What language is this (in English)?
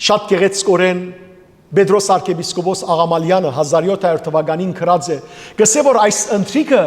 Western Armenian